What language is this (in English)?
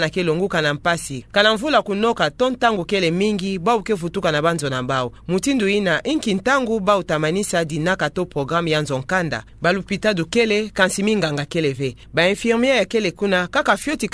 Kituba (Democratic Republic of Congo)